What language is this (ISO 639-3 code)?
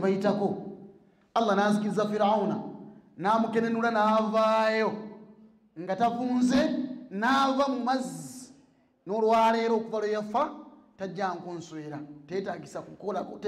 lug